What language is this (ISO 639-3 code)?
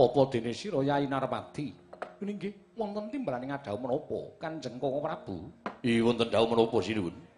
jav